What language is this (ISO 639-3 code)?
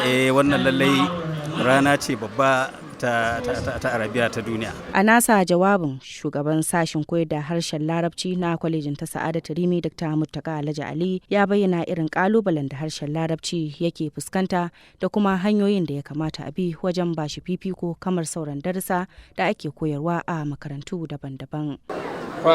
hau